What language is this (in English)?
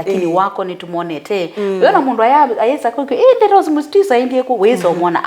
Kamba